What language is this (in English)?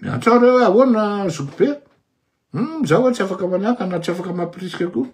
Malagasy